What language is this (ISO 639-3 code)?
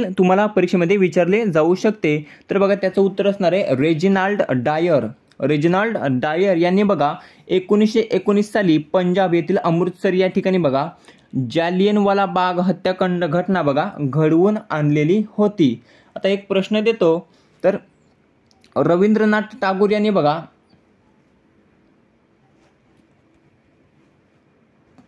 mar